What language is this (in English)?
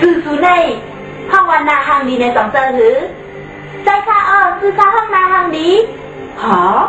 Shan